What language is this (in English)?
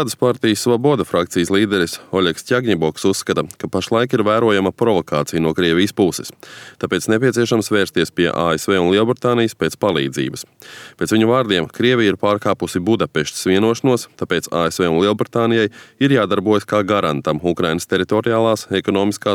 Latvian